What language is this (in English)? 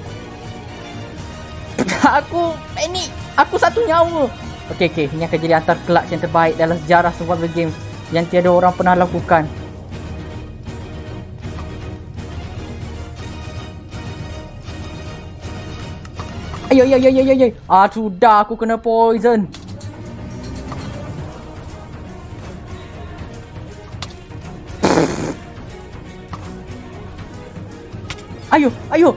Malay